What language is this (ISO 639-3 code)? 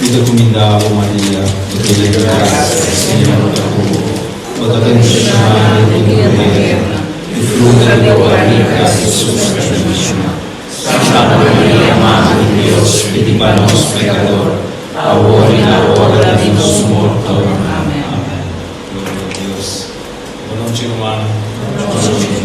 pap